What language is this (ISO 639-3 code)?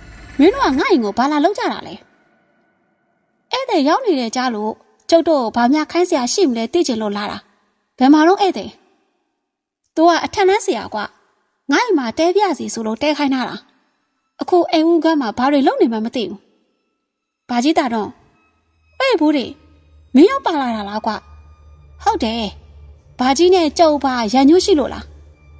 mya